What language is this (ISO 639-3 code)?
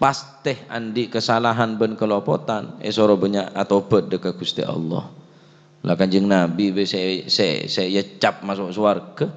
mad